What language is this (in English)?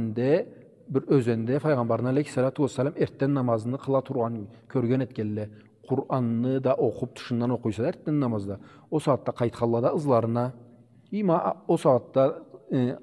Karachay-Balkar